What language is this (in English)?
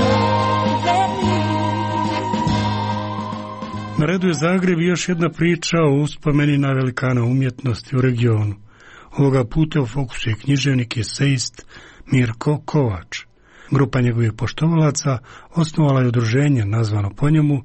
Croatian